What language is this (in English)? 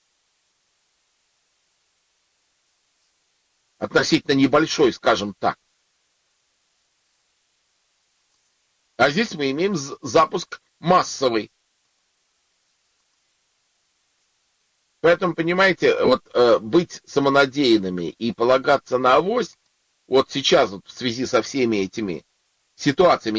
Russian